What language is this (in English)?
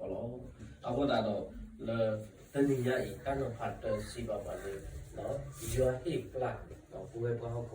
S'gaw Karen